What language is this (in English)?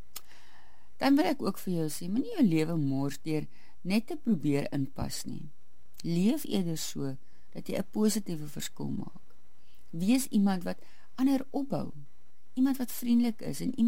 Afrikaans